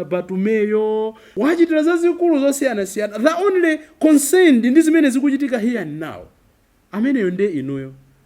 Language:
Nyanja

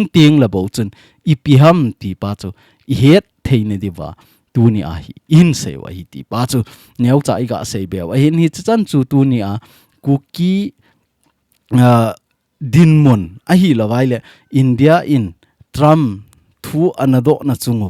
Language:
Thado Chin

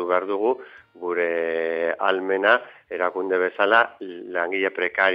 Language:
Basque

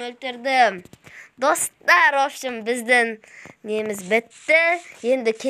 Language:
Kazakh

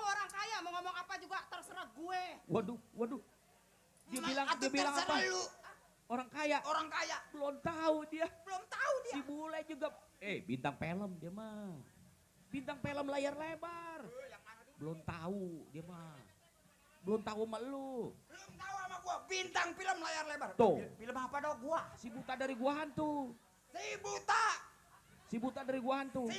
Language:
Betawi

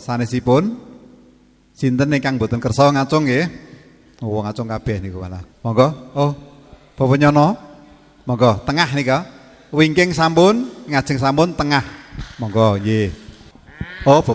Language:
Javanese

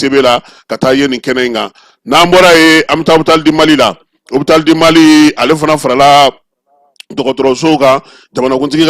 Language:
Bambara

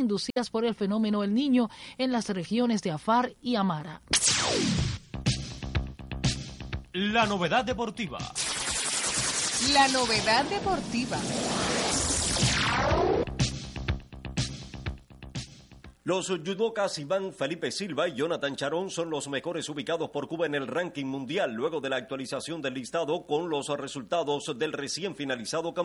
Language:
Spanish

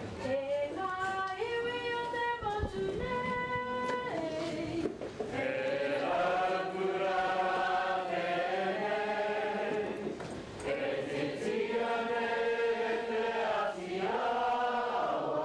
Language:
Māori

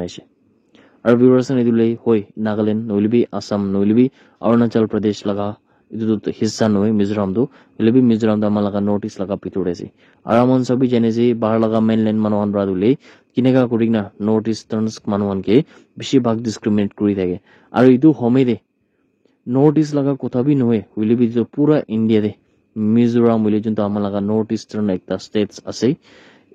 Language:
Naga Pidgin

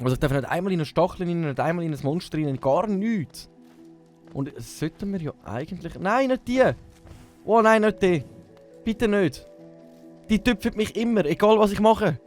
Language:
Swiss German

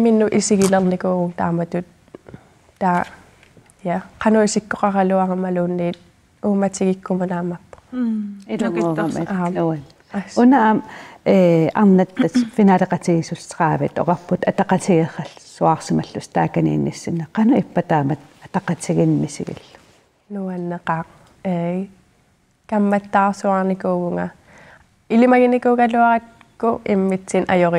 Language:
Kalaallisut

